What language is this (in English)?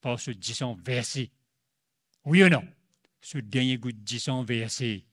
Morisyen